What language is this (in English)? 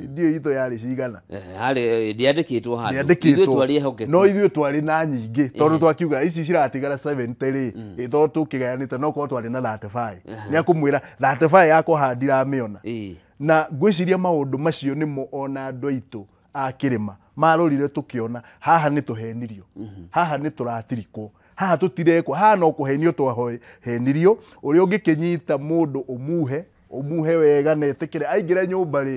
Kikuyu